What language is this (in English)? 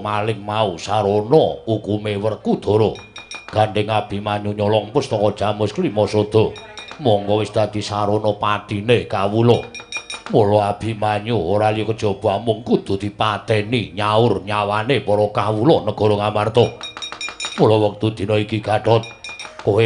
Javanese